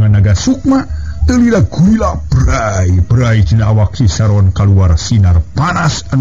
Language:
Sundanese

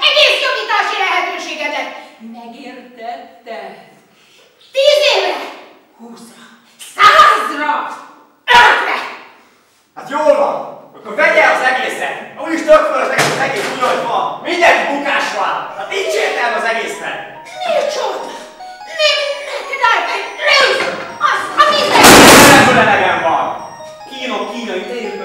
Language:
Hungarian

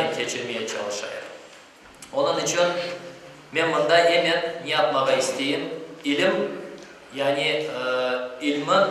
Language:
Crimean Tatar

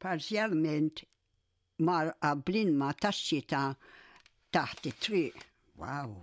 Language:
Maltese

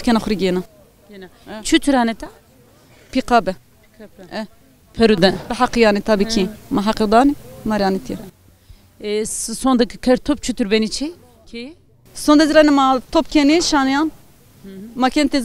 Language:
Zaza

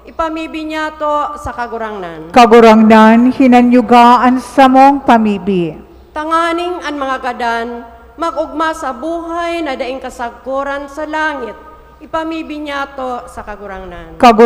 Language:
Bikol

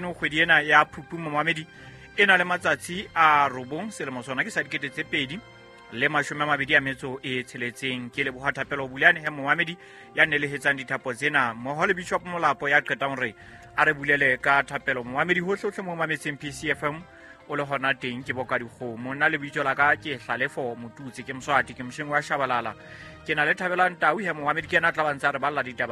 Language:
Southern Sotho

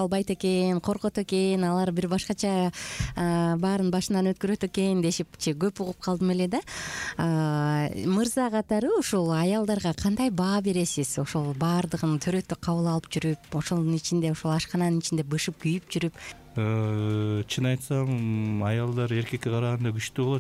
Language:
Kyrgyz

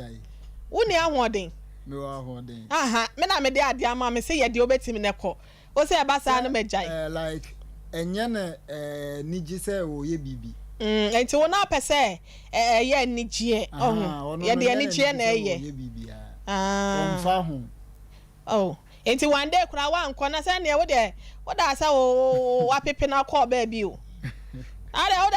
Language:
Akan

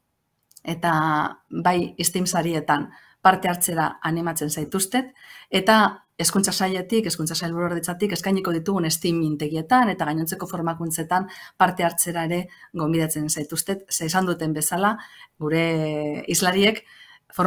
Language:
Basque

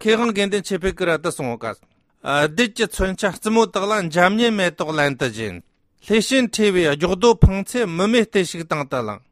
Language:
Tibetan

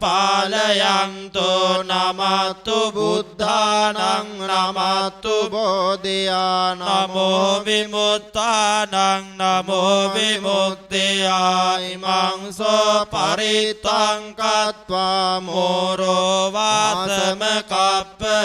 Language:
Pali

